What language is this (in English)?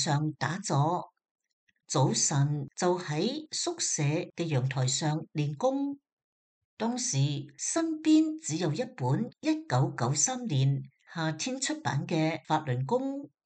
Cantonese